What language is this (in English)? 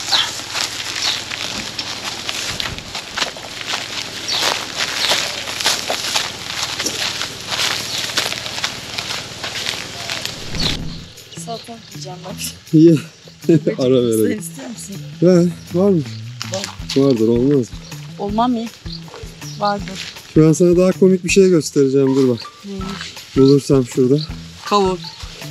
Turkish